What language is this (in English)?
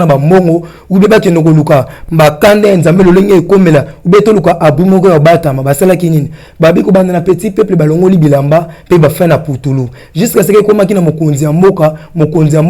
Lingala